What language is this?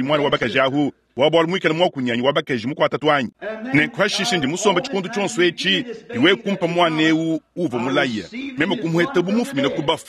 Luba-Lulua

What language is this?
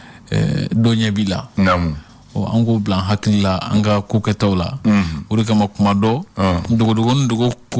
Bambara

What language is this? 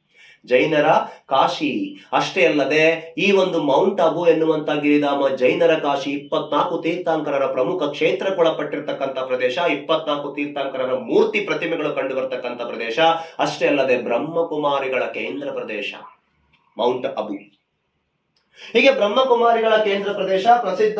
Kannada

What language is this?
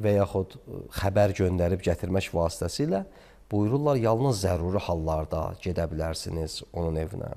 Azerbaijani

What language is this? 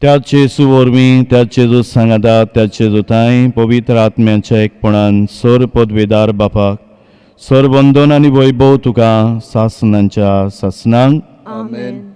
Konkani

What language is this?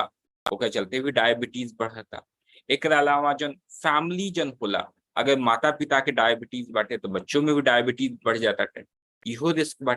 Bhojpuri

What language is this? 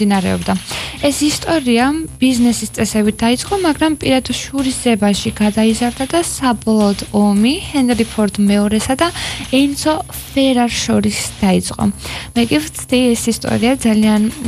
Georgian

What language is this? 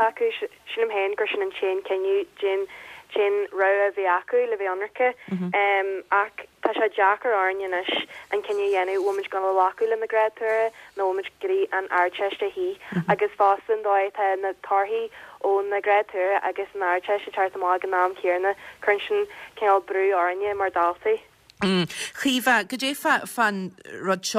Irish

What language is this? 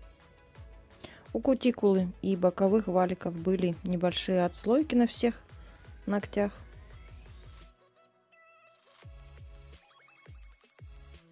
Russian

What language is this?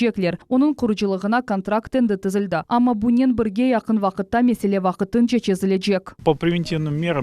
Crimean Tatar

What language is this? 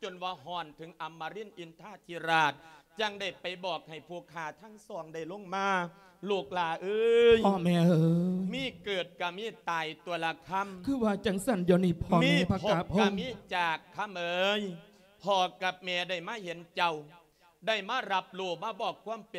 Lao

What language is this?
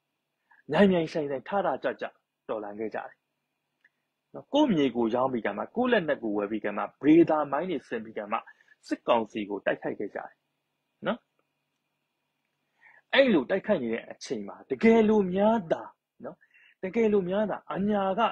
Burmese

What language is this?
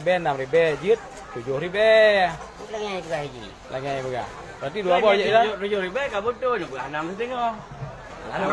Achinese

